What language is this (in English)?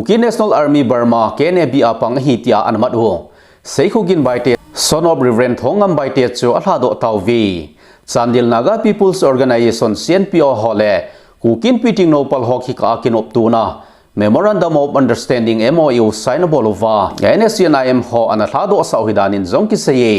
Thado Chin